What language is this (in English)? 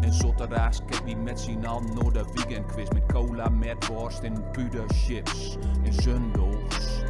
Gronings